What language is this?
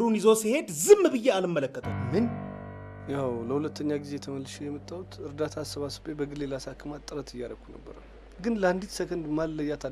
Amharic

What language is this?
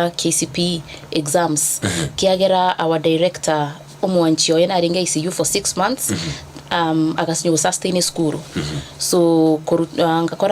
Gusii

